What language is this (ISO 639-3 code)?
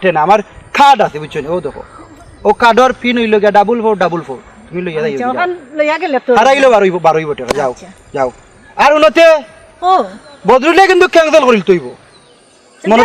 syl